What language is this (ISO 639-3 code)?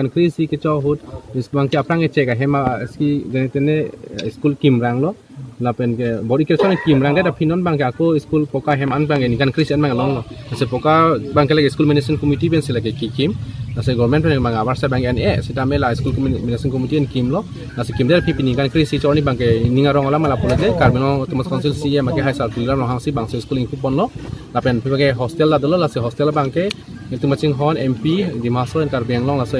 mjw